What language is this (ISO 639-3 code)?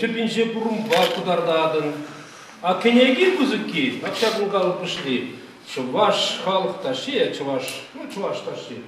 chv